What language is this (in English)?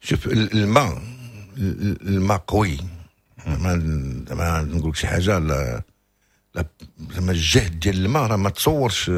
Moroccan Arabic